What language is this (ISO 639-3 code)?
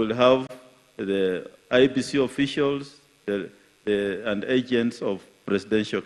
kik